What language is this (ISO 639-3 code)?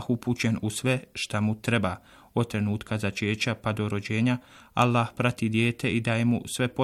bos